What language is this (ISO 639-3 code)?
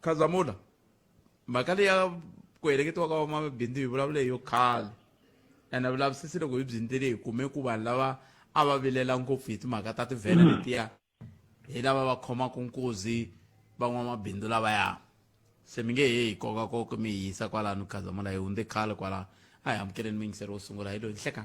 tso